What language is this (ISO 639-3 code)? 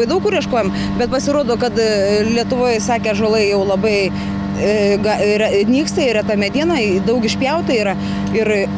lit